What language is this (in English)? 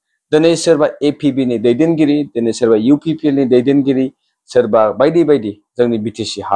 Bodo